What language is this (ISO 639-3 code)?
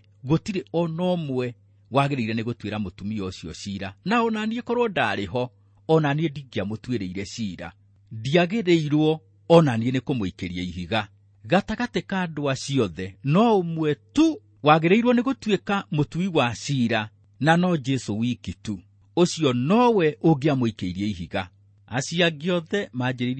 kik